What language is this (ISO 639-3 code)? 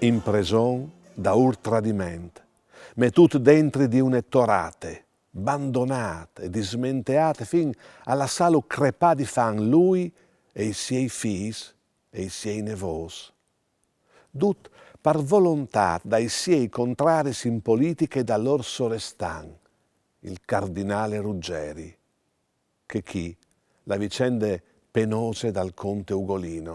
fur